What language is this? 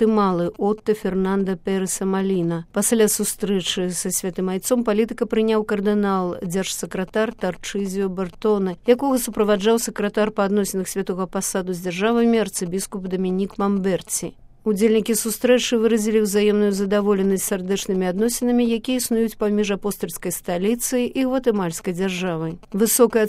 Belarusian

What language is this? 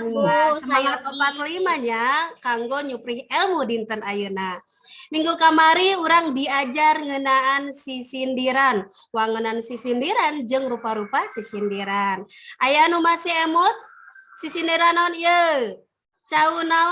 Sundanese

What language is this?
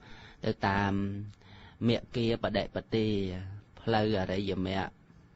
Khmer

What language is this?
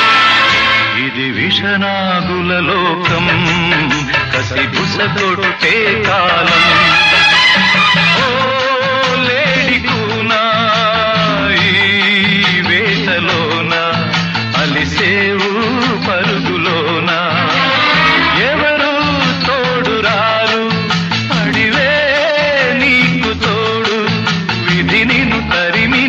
Telugu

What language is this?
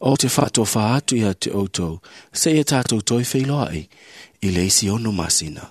Samoan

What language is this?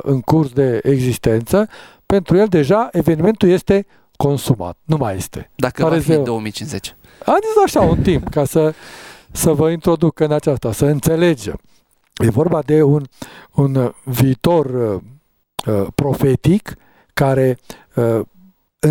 Romanian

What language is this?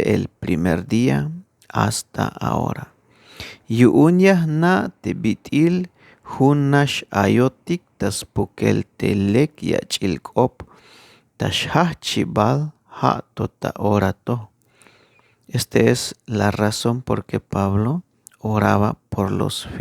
Tzeltal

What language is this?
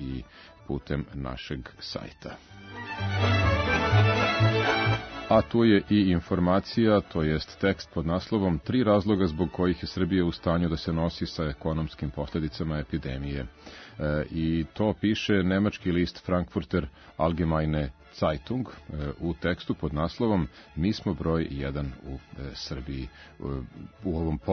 Serbian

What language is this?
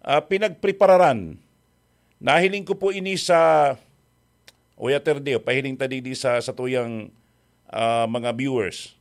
Bikol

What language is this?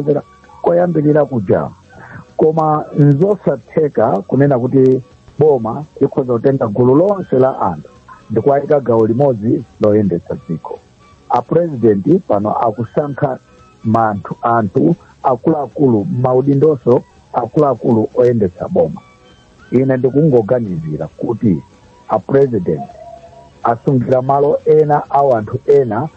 Nyanja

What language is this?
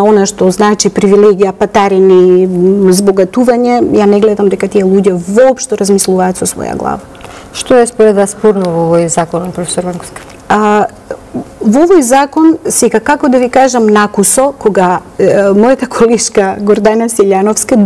Macedonian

